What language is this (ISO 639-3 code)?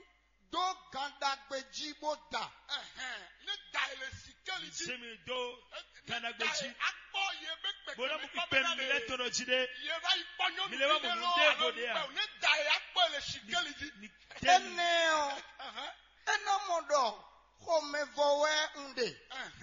fon